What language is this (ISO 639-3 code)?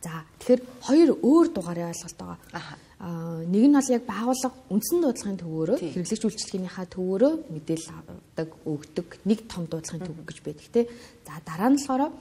mon